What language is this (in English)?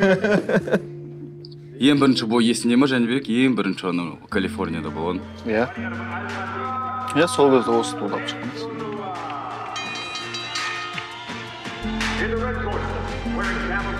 Kazakh